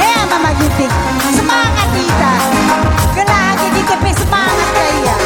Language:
Batak Karo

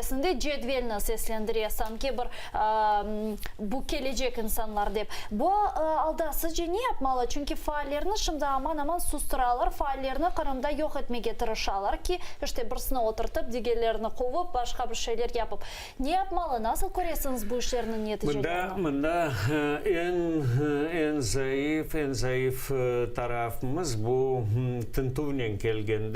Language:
Crimean Tatar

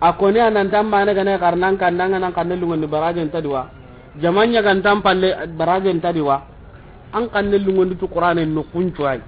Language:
Soninke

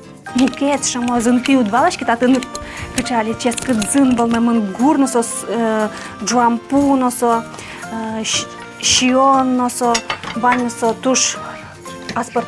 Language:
Udmurt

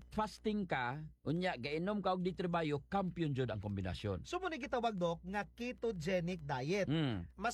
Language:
Cebuano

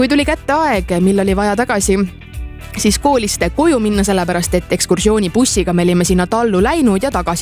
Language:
Estonian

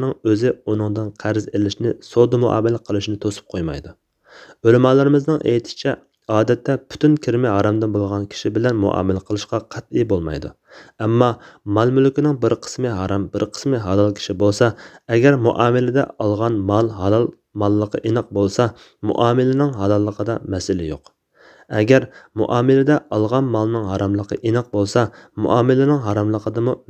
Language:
Uyghur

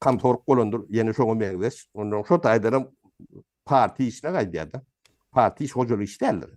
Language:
Turkmen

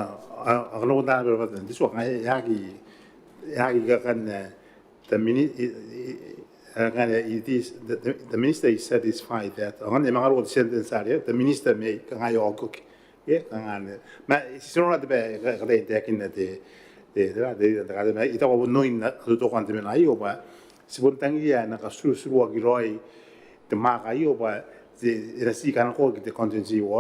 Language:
Gilbertese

